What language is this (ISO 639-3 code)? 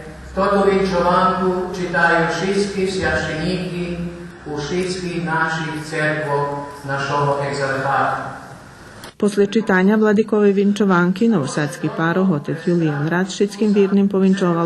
rue